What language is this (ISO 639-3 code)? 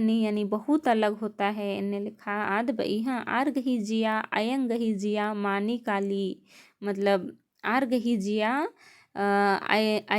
kru